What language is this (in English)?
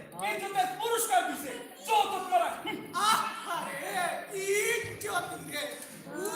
Sylheti